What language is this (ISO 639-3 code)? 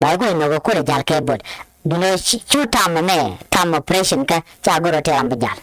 nus